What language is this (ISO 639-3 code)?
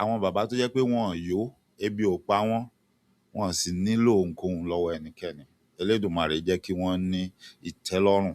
yor